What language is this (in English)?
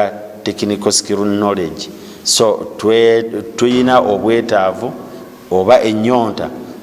Ganda